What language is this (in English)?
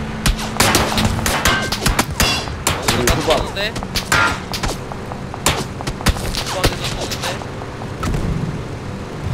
Korean